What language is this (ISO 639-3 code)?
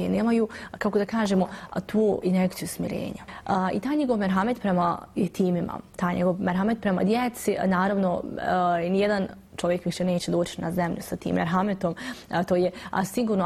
bos